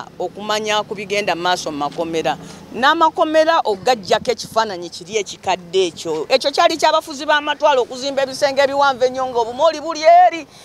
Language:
Ganda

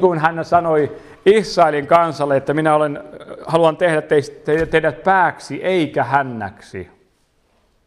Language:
Finnish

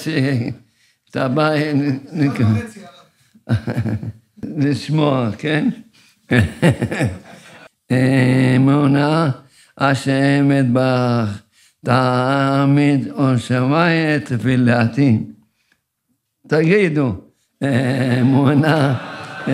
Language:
Hebrew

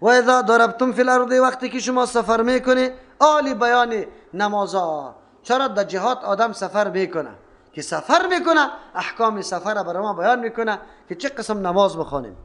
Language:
Persian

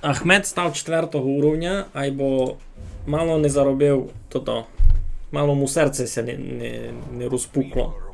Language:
Rusyn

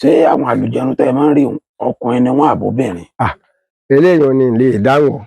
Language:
Yoruba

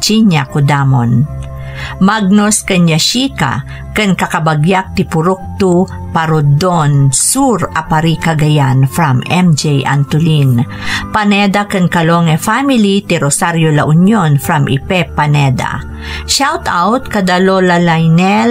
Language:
Iloko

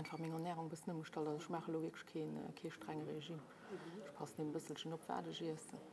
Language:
Luxembourgish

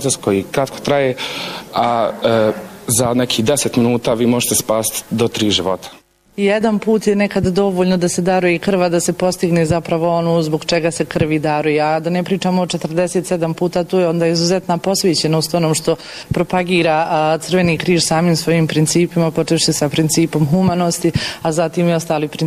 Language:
Bosnian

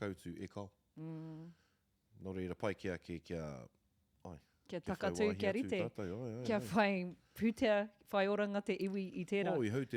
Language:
Māori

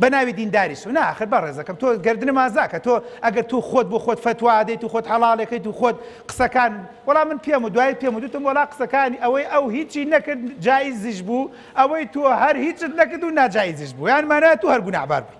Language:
Central Kurdish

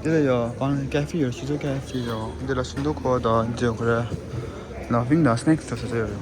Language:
Tibetan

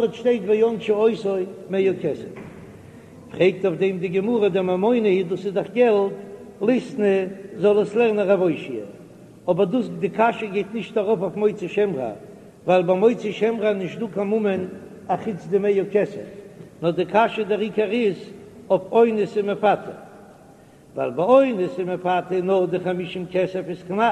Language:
Yiddish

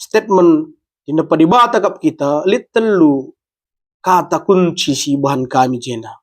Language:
Batak Karo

